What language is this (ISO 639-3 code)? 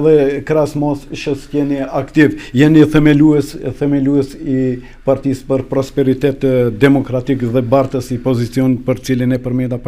sqi